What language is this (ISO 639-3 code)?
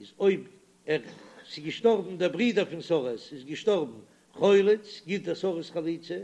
yid